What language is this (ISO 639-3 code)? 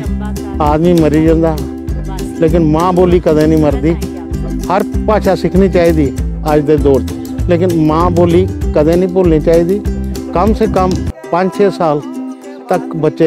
doi